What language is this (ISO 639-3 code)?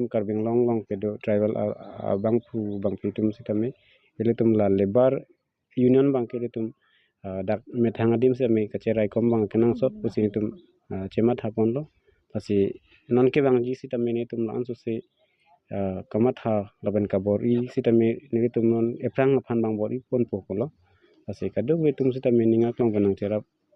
mjw